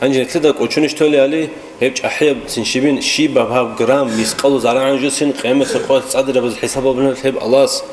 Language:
Avaric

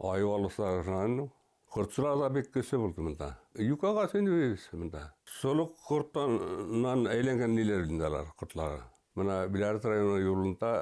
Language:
Bashkir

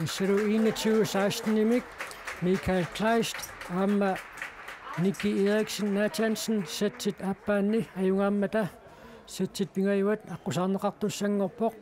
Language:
Kalaallisut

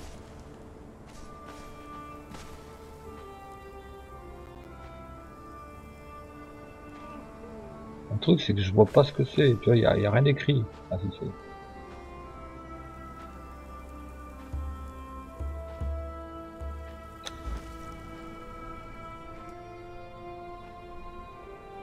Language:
French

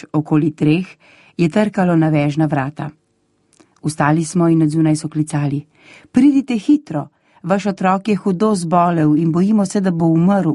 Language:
Slovenian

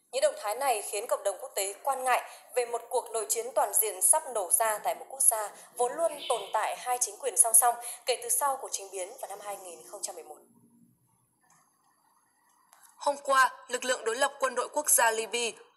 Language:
Vietnamese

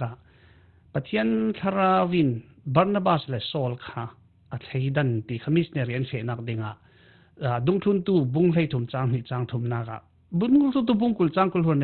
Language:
Falam Chin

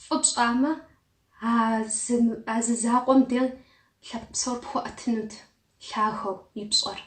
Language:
Kabardian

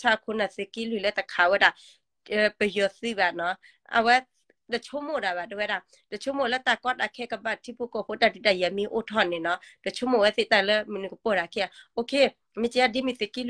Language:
S'gaw Karen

